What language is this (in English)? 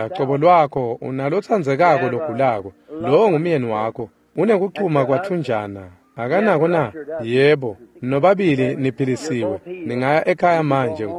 Swati